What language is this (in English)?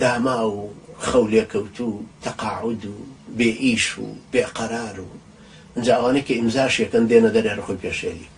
Central Kurdish